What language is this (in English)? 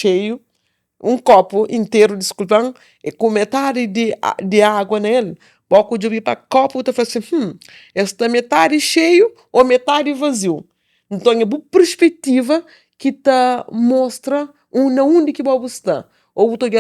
Kabuverdianu